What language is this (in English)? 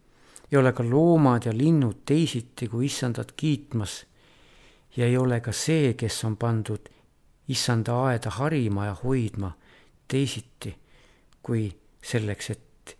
Estonian